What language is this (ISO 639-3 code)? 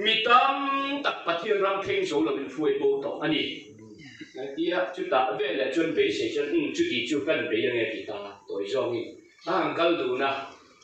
lus